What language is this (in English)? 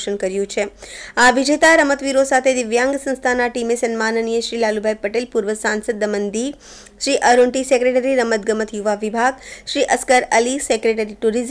Gujarati